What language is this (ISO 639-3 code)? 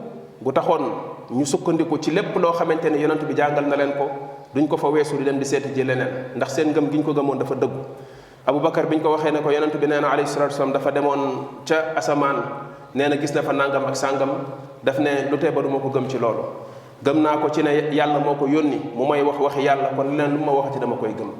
wol